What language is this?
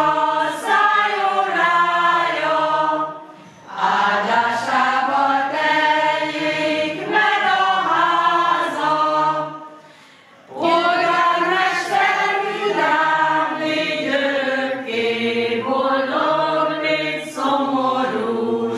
Hungarian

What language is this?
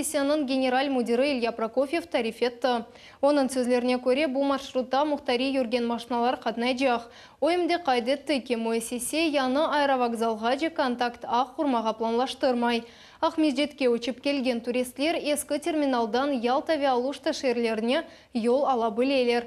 Crimean Tatar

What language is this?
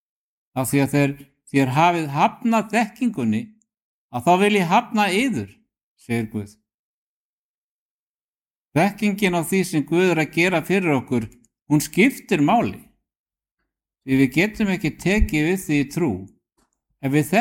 Icelandic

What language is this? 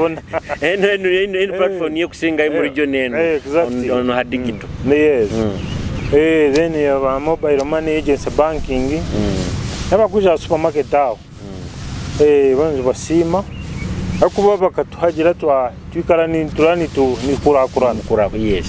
Nyoro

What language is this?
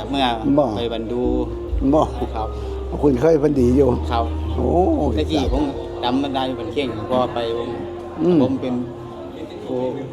Northeastern Thai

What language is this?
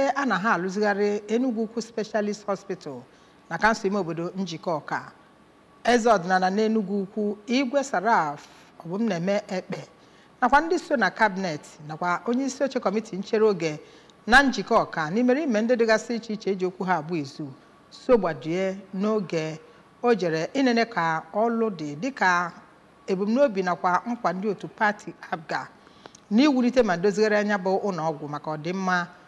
Igbo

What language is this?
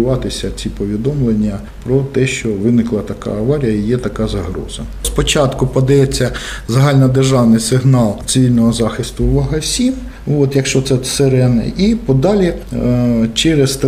Ukrainian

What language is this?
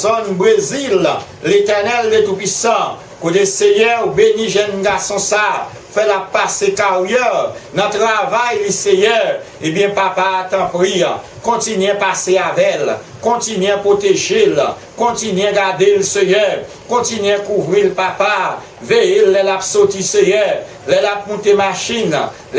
Haitian Creole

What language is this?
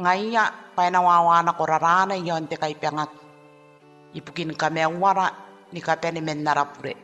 Gilbertese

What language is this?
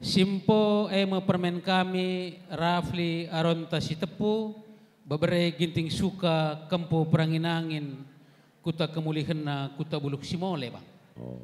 Batak Karo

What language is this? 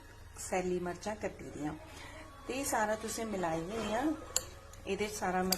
Dogri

